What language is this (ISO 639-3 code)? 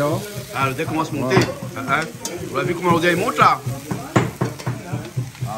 rcf